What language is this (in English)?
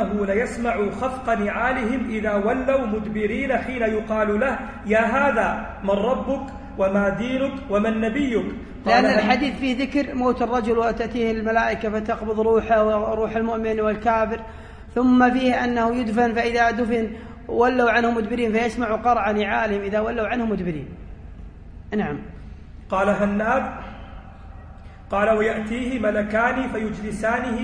Arabic